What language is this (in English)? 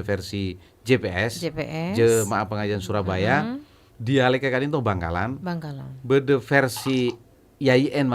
Madurese